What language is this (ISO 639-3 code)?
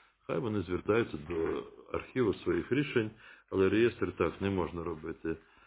ukr